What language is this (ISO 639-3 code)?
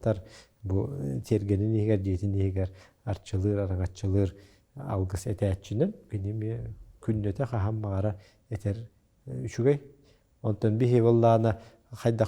sah